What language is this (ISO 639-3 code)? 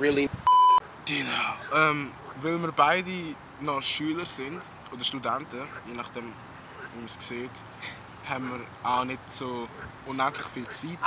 gsw